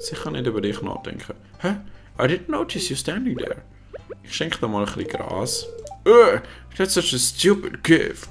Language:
Swiss German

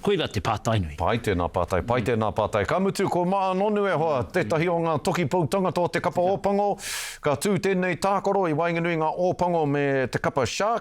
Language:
Māori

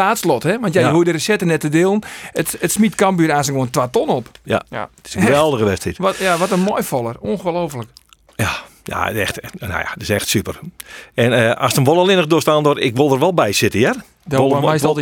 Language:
Western Frisian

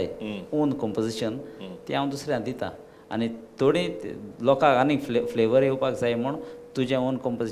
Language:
Konkani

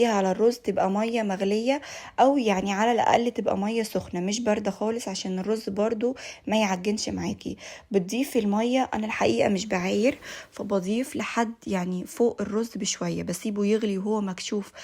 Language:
Egyptian Arabic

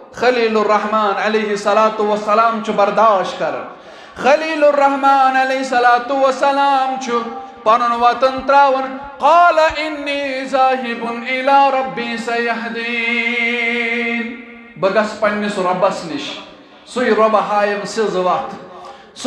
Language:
Kashmiri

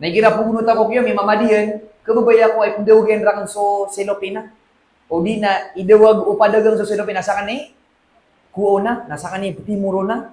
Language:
Maranao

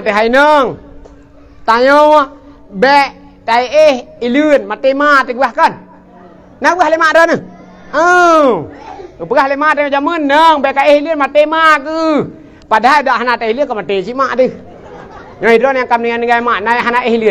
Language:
Achinese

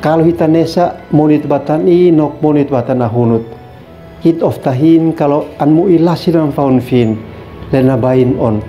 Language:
Uab Meto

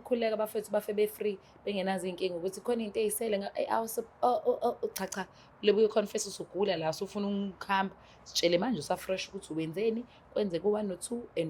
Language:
Zulu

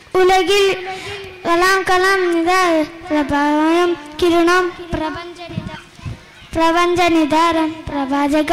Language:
Malayalam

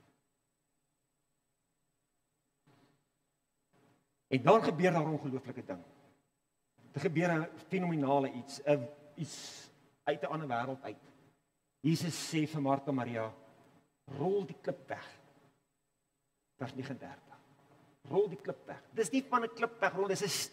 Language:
Afrikaans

